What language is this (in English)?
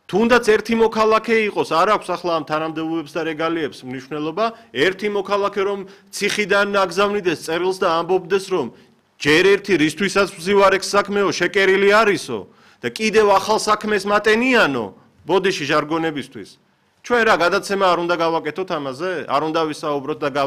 Georgian